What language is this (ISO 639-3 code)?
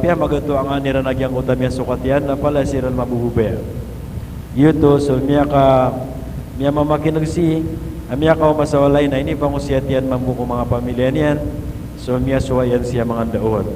mrw